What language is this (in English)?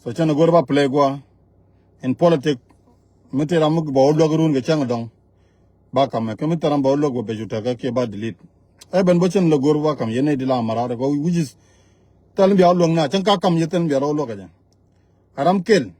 Nuer